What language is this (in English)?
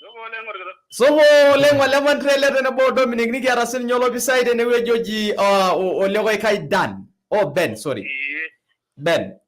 Masai